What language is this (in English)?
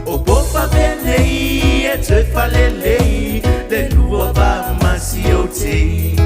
Samoan